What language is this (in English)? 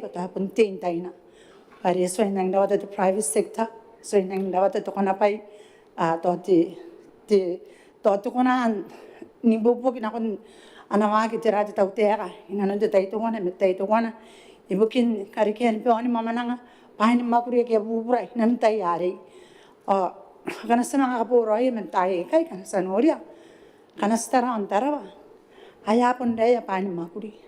Gilbertese